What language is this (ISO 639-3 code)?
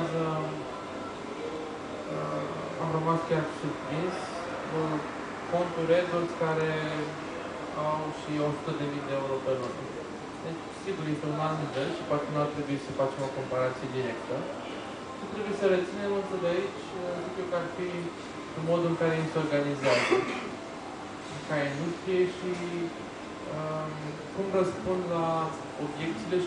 ron